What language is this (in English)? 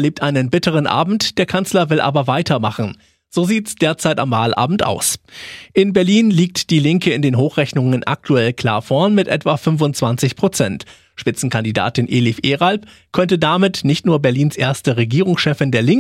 German